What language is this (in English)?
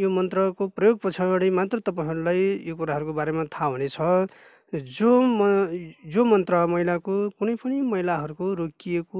Nepali